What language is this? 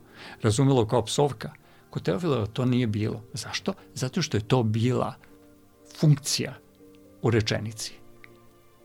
Serbian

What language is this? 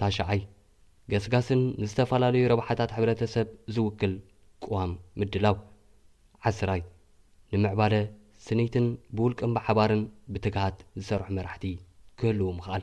Tigrinya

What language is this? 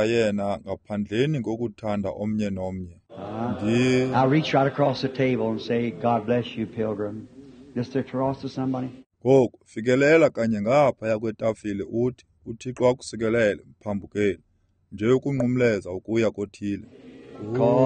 Xhosa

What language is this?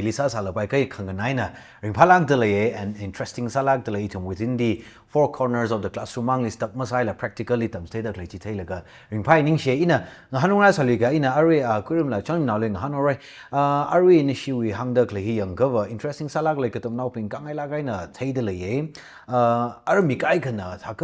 Tangkhul Naga (India)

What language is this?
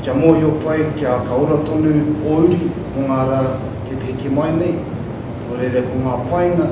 Māori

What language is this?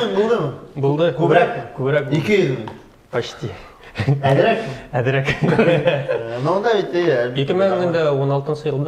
Bashkir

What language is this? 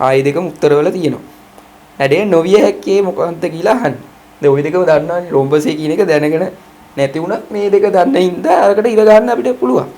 Sinhala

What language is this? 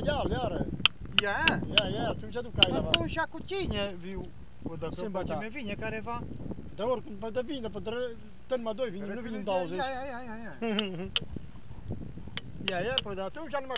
Romanian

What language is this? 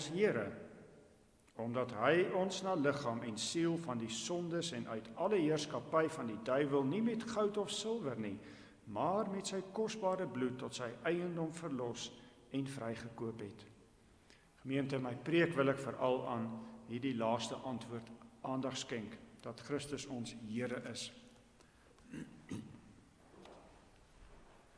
Afrikaans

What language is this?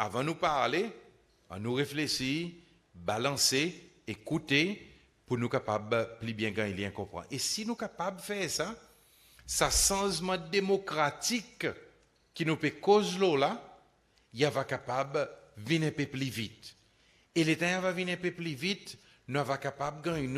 Seselwa Creole French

